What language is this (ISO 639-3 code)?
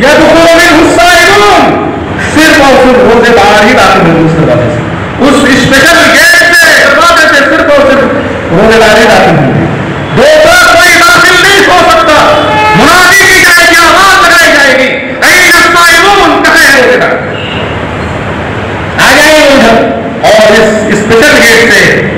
urd